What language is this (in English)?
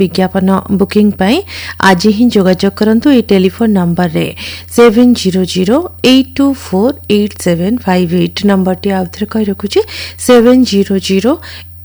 Odia